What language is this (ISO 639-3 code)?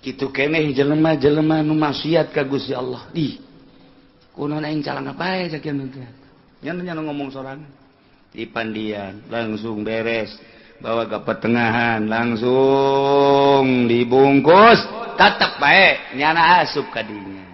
sun